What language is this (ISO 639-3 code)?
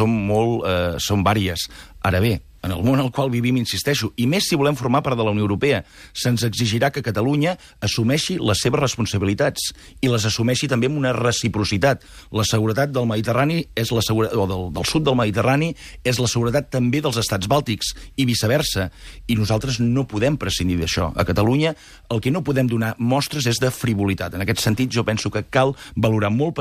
cat